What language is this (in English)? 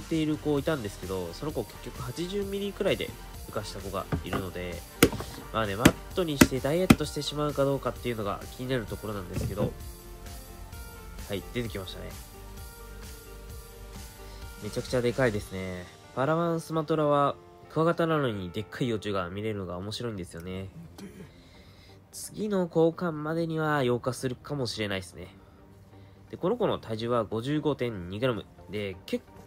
Japanese